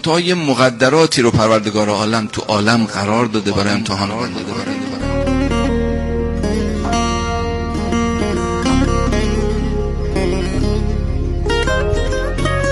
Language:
Persian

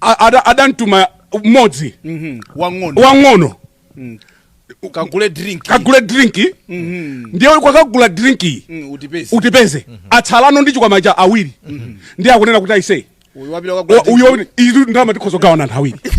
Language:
Nyanja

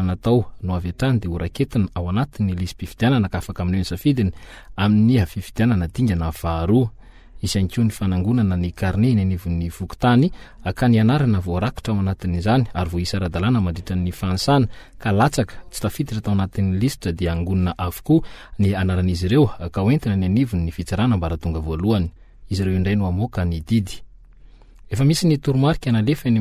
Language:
Malagasy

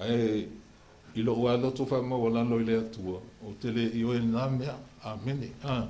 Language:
Samoan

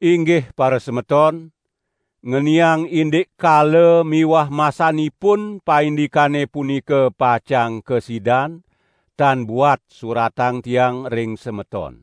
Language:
Balinese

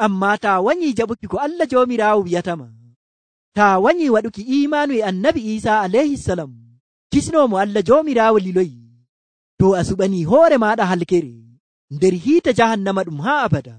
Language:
Nigerian Fulfulde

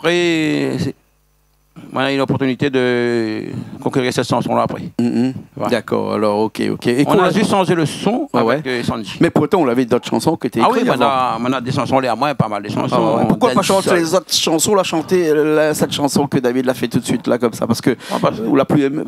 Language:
Réunion Creole French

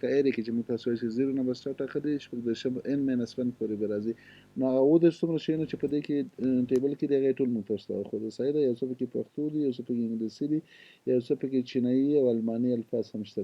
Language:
Pashto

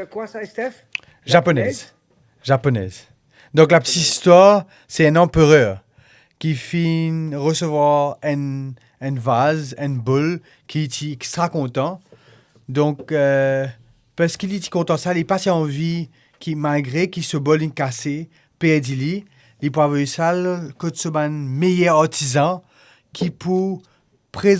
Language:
Morisyen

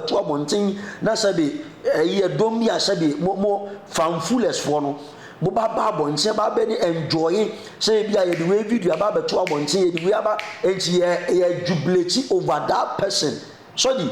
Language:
Akan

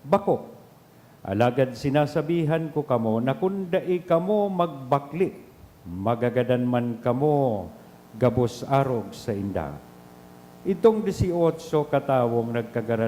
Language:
Bikol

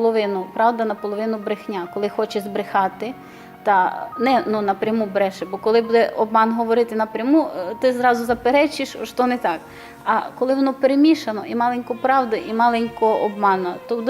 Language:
Rusyn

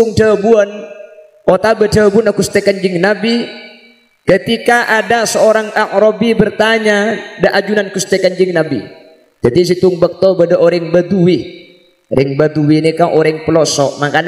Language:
Madurese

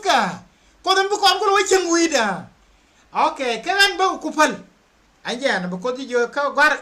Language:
Nuer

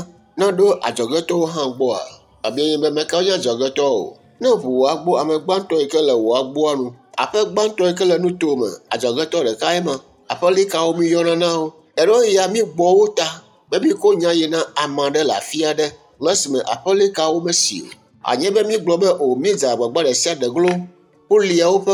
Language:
Ewe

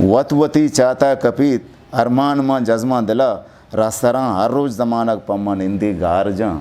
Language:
Eastern Balochi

